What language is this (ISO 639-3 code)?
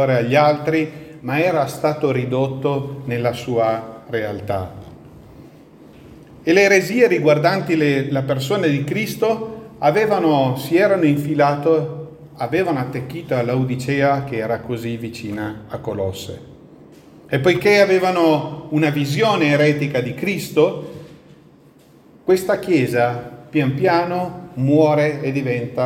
ita